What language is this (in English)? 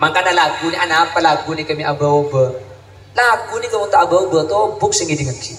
Madurese